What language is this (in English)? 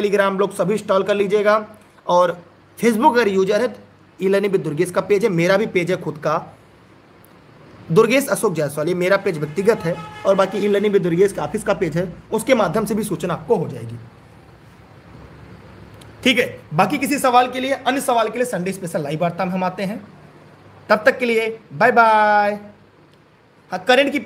Hindi